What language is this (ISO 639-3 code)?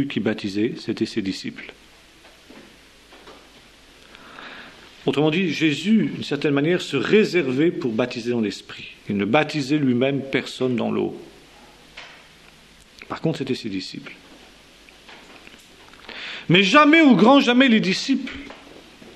fra